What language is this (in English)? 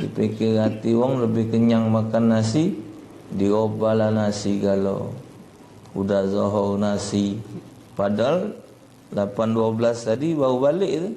Musi